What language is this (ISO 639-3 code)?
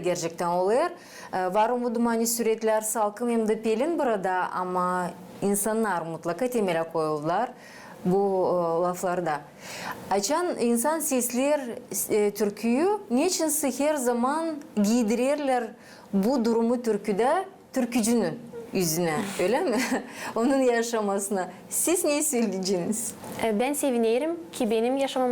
gag